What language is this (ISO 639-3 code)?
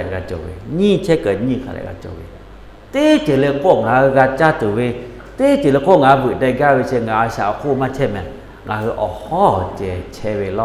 lhu